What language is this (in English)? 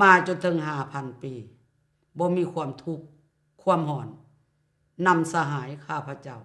Lao